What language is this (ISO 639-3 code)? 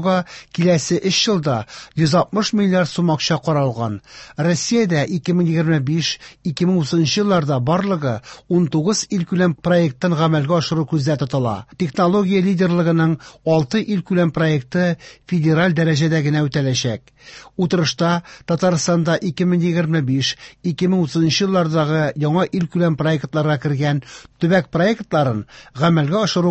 tat